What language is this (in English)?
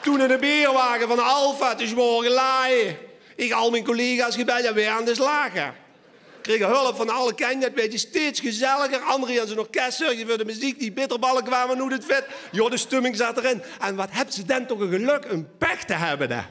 Limburgish